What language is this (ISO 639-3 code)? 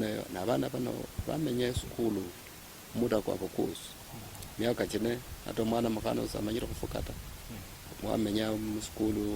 luy